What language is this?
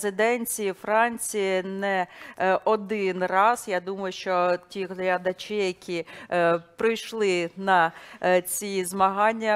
Ukrainian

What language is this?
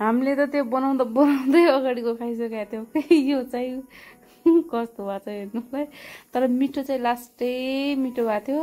Nepali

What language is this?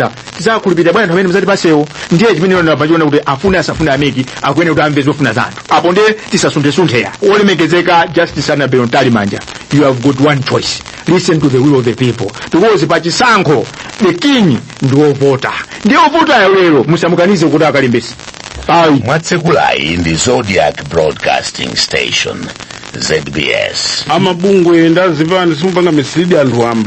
Nyanja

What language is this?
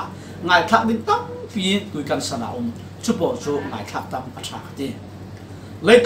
Falam Chin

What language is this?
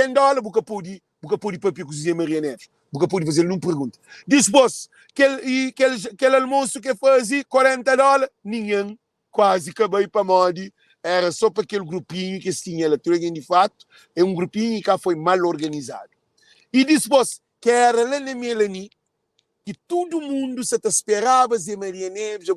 Kabuverdianu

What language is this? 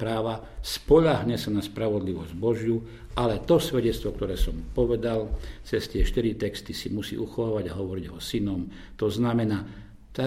Slovak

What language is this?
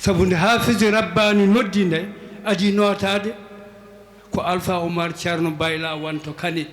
Fula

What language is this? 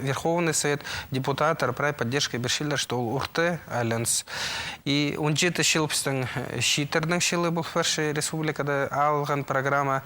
Khakas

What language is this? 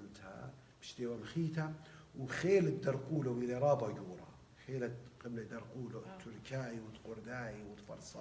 Assyrian Neo-Aramaic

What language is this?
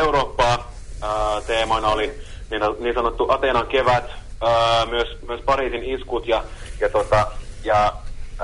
Finnish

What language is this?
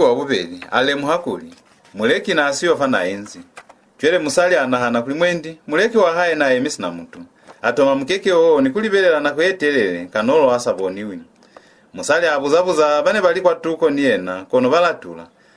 Lozi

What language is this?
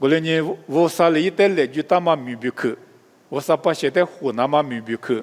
Lisu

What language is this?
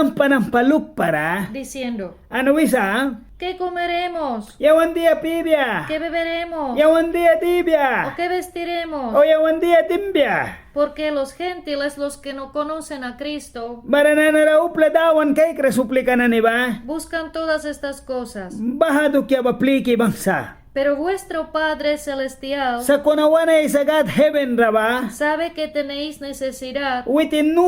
Mískito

